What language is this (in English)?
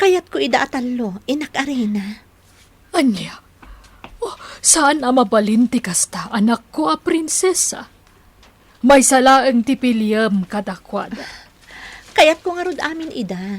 Iloko